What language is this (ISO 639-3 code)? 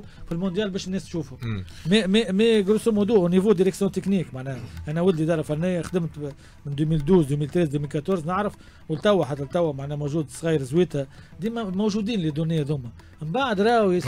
aeb